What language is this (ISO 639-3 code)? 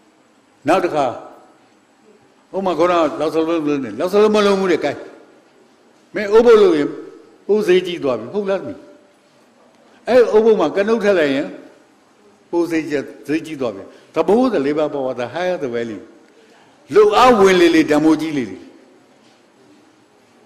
mya